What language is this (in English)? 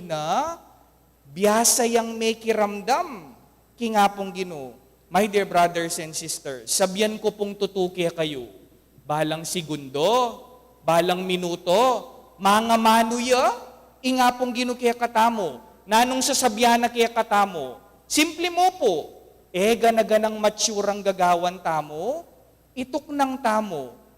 Pampanga